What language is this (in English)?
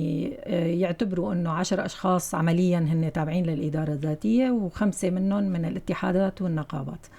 North Levantine Arabic